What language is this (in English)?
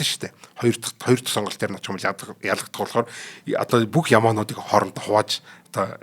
Mongolian